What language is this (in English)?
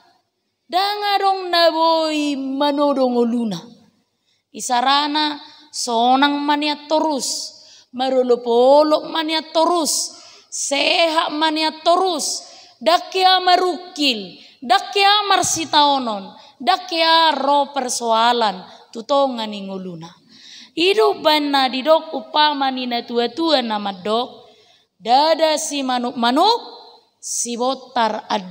Batak Toba